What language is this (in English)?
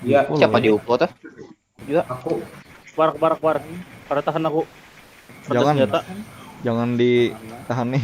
Banjar